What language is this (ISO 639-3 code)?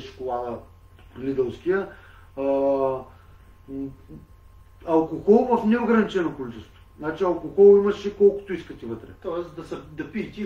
bul